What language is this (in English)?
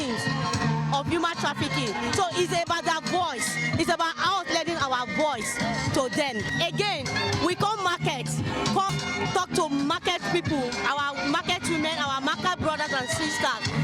Nigerian Pidgin